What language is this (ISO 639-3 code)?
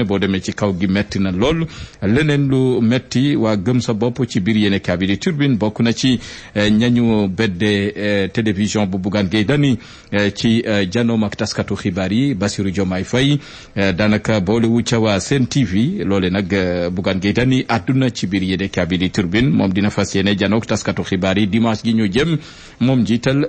wol